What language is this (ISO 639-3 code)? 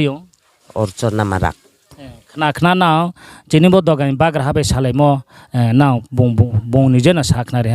ria